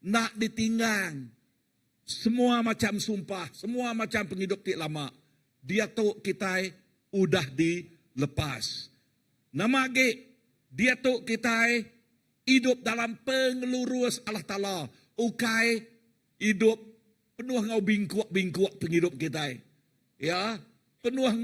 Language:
Iban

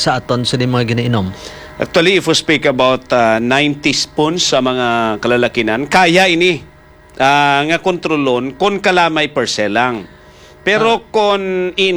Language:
Hiligaynon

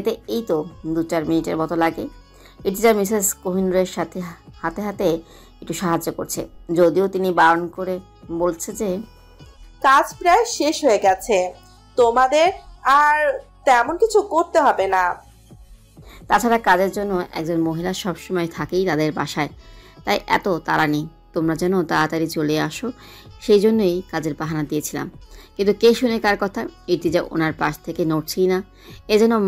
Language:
Bangla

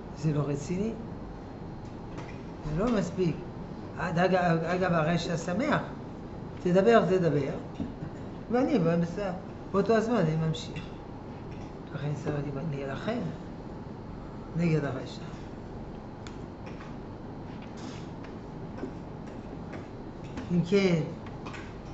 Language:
Hebrew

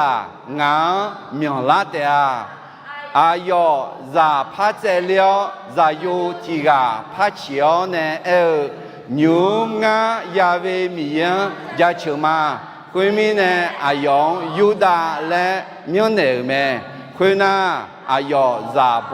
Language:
Akha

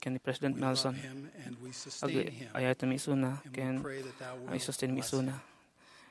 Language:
Iloko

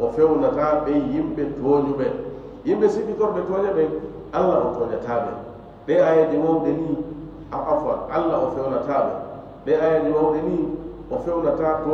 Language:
Fula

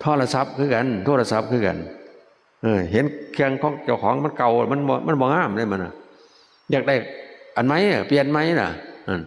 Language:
Northeastern Thai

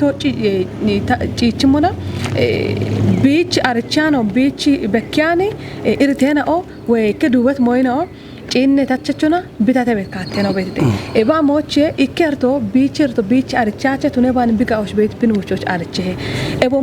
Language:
Kafa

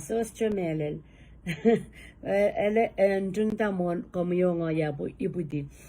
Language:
Pohnpeian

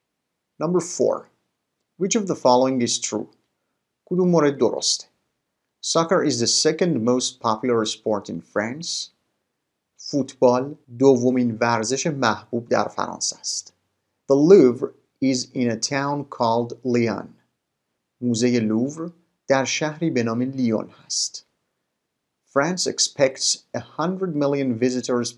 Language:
Persian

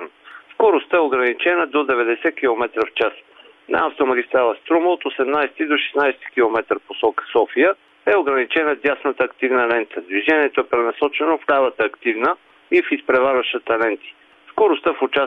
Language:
Bulgarian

